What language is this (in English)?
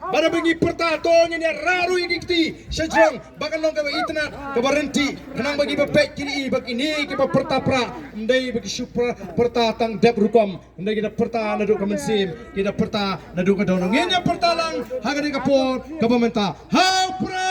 Khasi